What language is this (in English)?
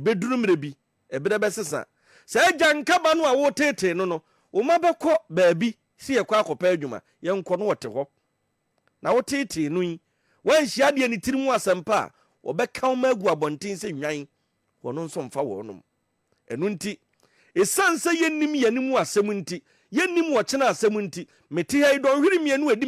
Akan